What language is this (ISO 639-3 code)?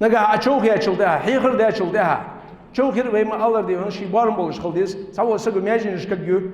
inh